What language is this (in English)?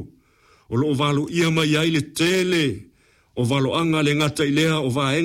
Samoan